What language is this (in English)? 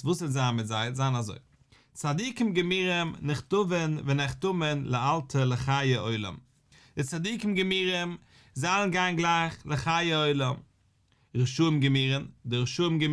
Yiddish